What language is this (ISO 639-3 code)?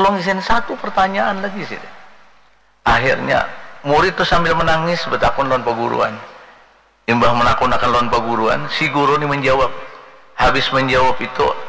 bjn